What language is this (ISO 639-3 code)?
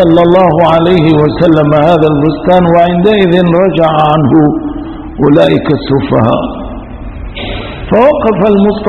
arz